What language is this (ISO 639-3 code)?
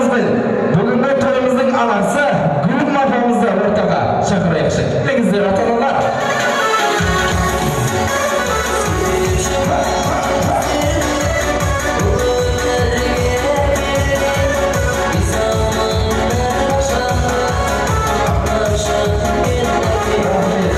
kaz